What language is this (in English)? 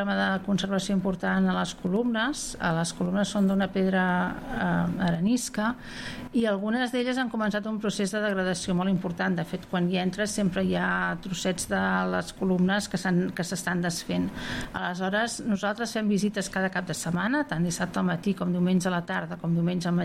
Catalan